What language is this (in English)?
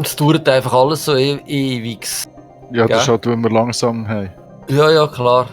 Swiss German